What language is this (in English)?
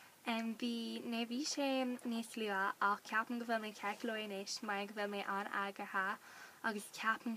Irish